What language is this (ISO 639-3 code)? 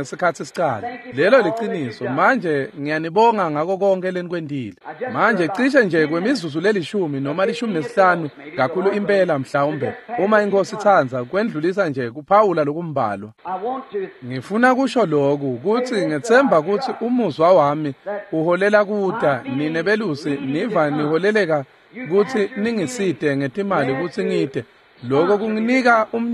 ssw